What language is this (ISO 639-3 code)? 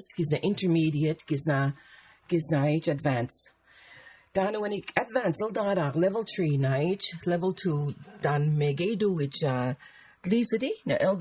mic